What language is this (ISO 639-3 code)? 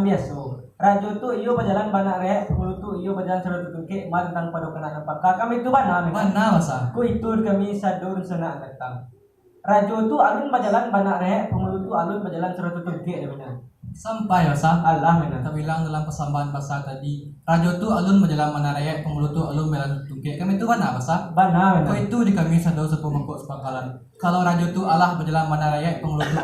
min